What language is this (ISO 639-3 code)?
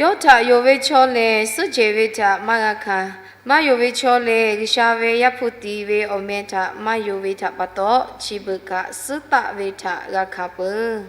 lhu